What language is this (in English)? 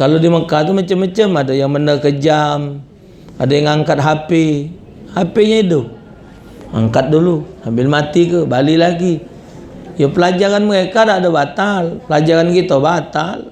Musi